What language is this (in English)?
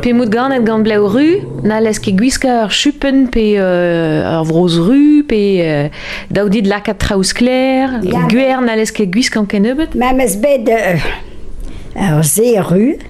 Breton